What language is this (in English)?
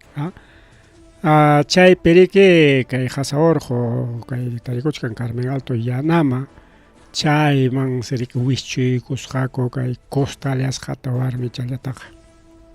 Ayacucho Quechua